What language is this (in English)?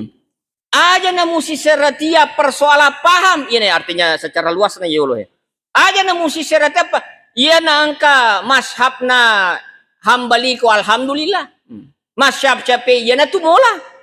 Buginese